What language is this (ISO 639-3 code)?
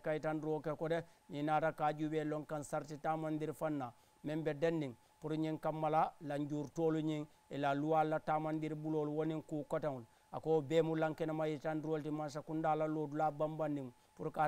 man